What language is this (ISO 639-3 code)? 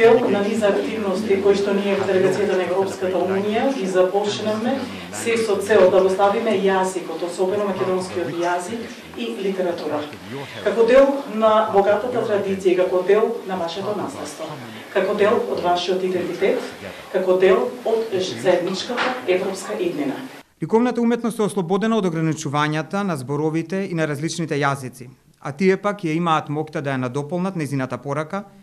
mkd